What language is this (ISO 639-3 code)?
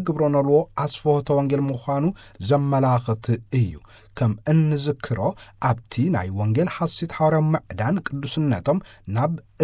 tir